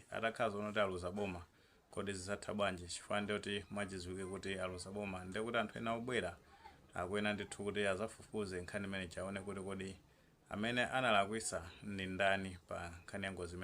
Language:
Nyanja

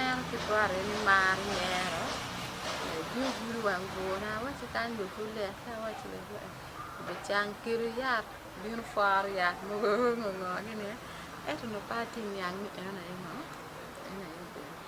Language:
Acoli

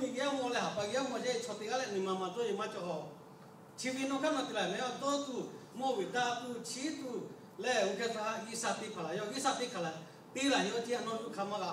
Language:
Lahu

